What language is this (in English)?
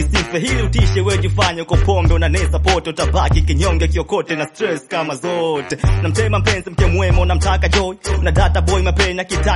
Swahili